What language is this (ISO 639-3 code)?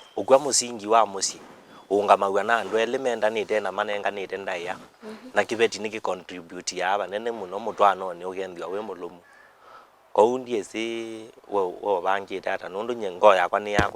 kam